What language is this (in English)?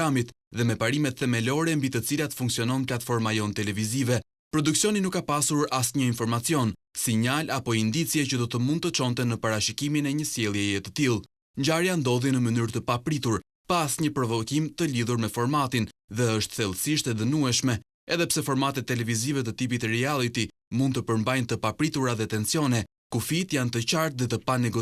Albanian